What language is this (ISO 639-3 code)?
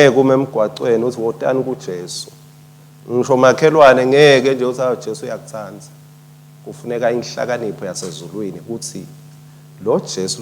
ssw